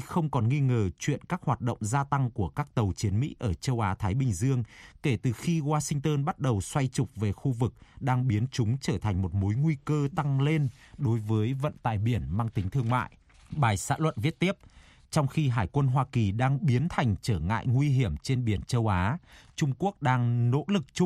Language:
Vietnamese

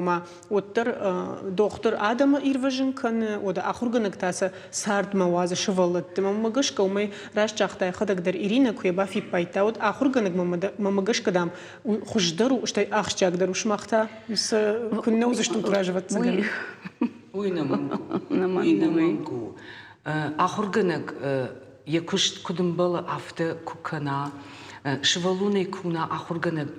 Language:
Ossetic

